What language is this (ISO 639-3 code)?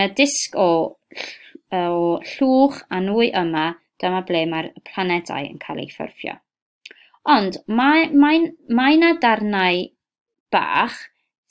cym